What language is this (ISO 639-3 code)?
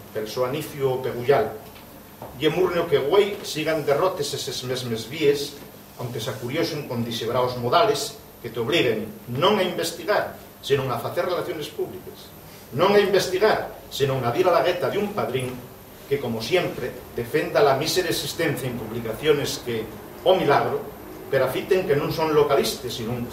ast